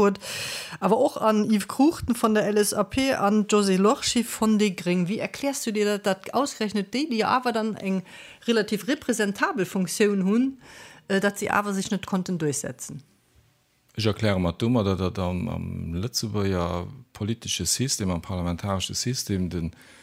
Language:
Luxembourgish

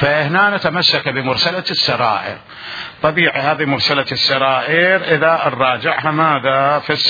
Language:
Mesopotamian Arabic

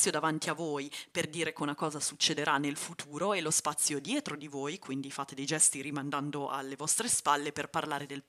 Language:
Italian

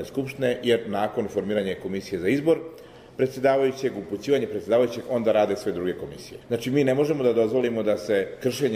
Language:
Croatian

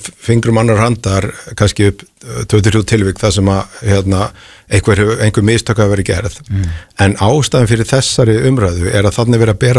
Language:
Icelandic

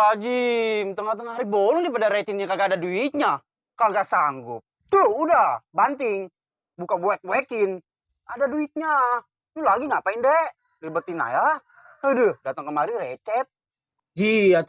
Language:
Betawi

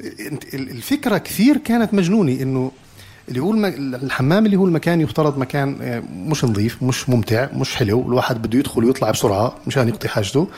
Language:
North Levantine Arabic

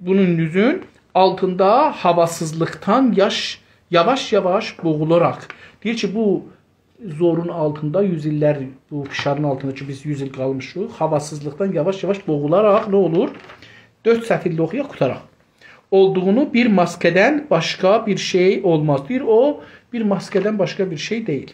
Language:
South Azerbaijani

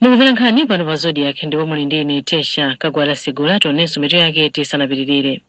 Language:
Nyanja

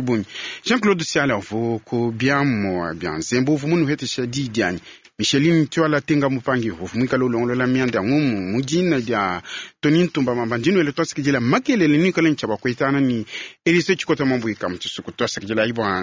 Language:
Luba-Lulua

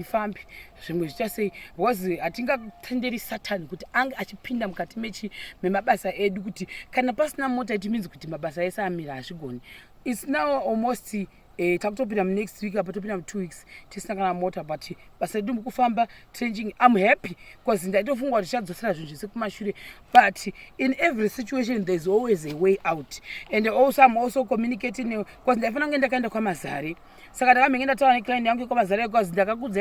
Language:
Shona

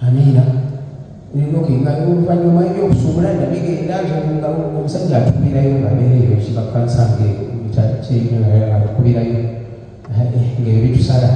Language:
Ganda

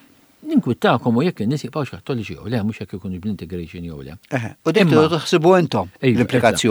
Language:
Maltese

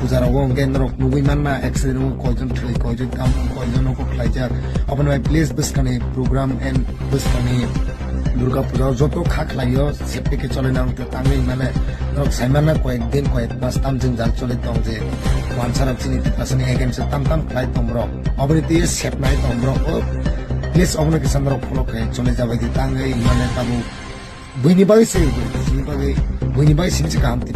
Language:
Kok Borok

